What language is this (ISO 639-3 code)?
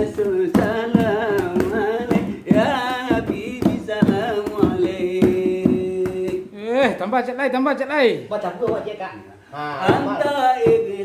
min